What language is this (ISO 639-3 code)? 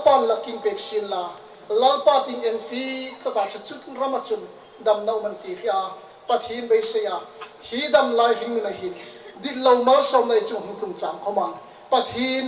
hmr